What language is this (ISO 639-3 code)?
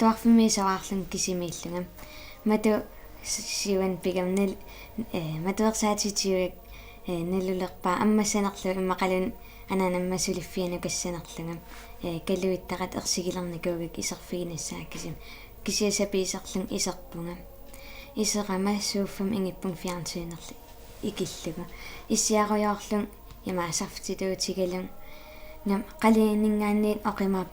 kal